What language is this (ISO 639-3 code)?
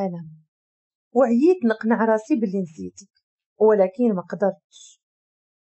ary